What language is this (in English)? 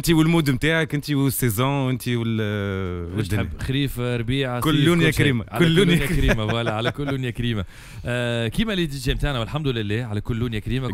Tunisian Arabic